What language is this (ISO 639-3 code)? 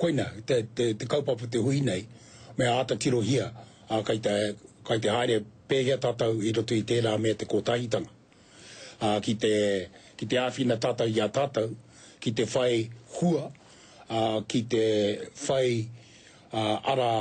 mri